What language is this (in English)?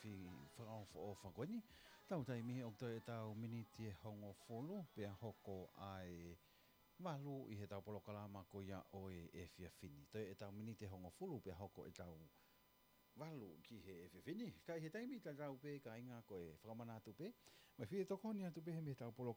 Tongan